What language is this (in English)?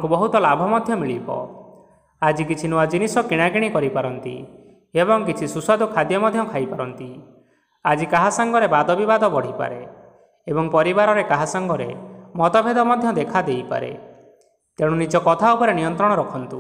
Odia